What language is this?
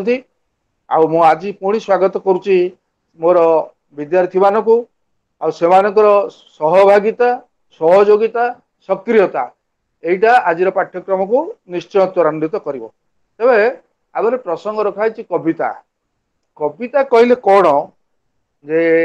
Odia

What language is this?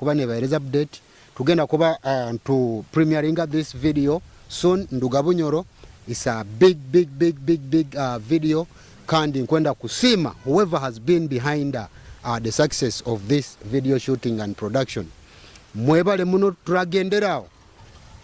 Nyoro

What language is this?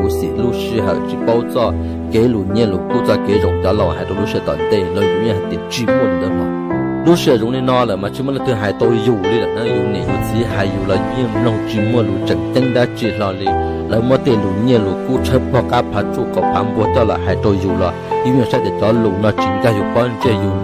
Hmong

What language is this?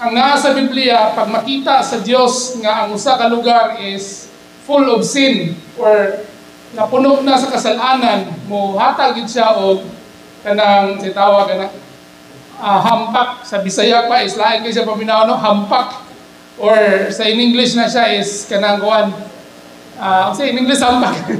Cebuano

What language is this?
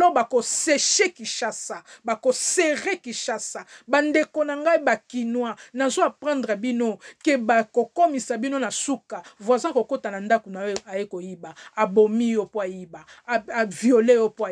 Lingala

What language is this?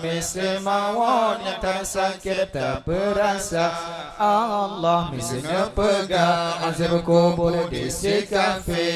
Achinese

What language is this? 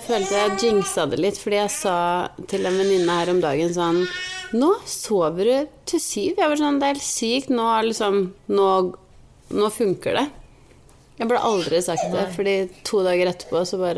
Norwegian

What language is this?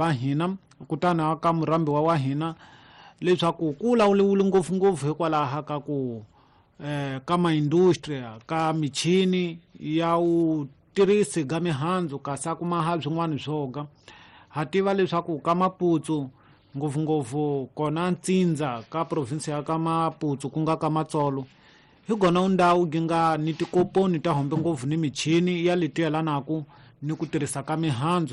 Tsonga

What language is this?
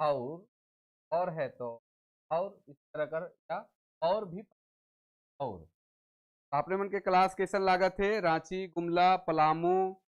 Sadri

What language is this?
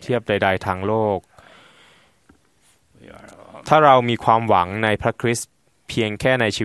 Thai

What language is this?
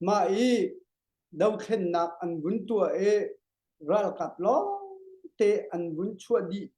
Hakha Chin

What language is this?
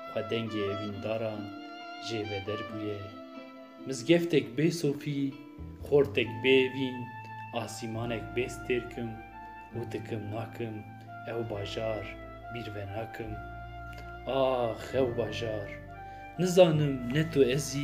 Kurdish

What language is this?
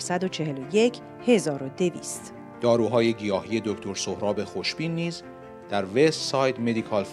Persian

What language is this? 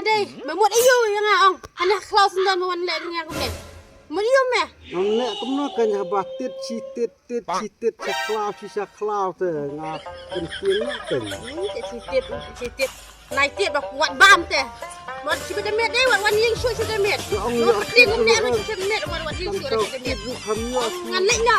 Khasi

